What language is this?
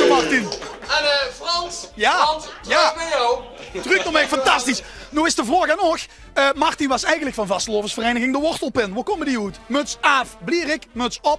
Limburgish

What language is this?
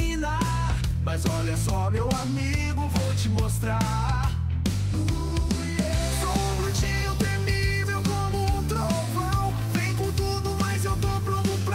Portuguese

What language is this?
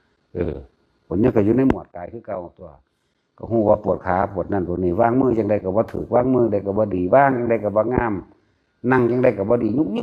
Northeastern Thai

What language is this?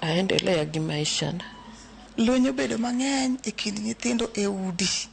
Luo (Kenya and Tanzania)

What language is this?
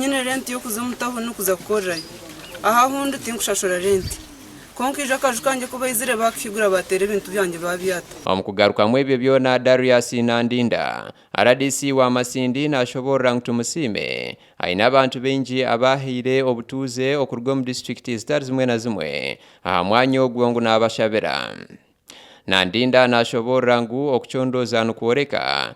Nyankole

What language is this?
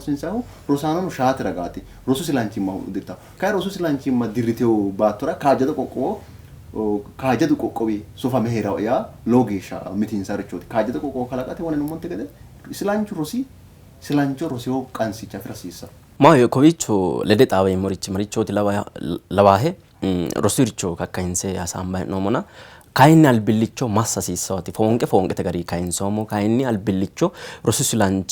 Sidamo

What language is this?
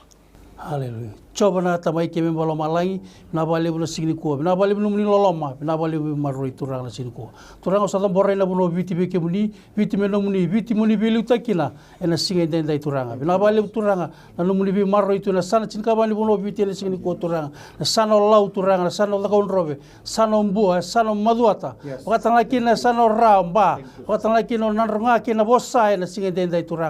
Fijian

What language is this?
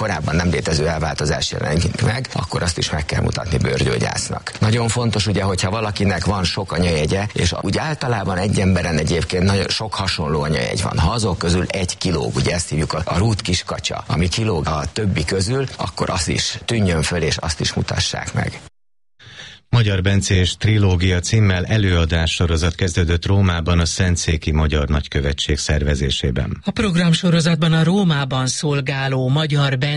Hungarian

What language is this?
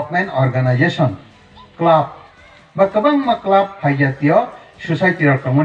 Riang (India)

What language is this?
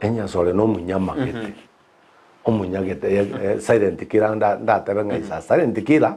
Gusii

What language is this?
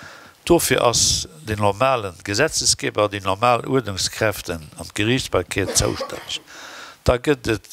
Luxembourgish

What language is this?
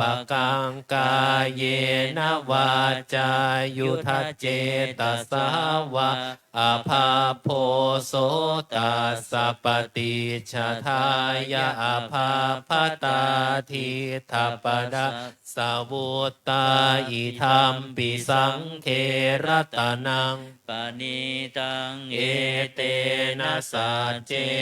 Pali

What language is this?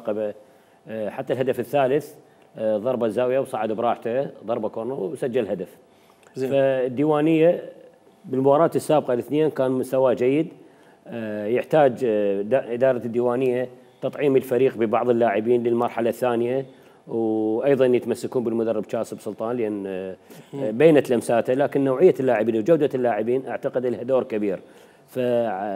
Mesopotamian Arabic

